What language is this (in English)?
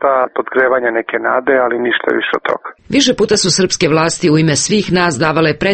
Serbian